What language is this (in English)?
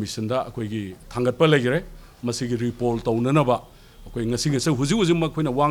Manipuri